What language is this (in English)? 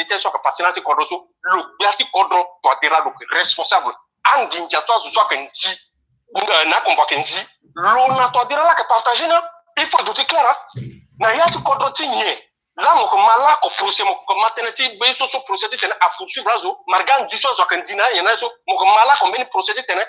Sango